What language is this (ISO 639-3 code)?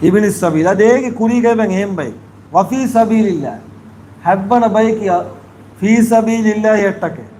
div